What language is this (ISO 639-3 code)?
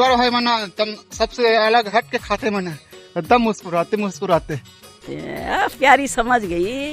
hne